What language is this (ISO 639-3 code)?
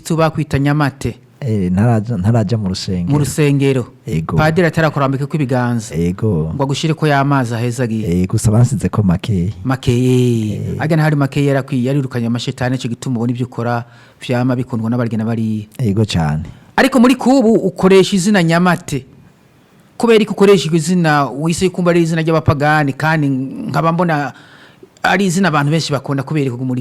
run